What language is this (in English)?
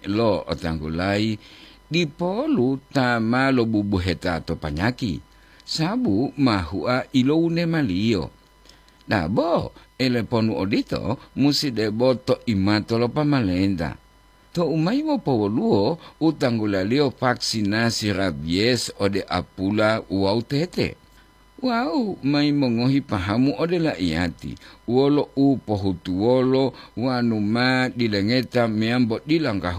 Gorontalo